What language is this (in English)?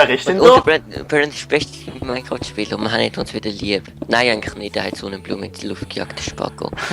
Swiss German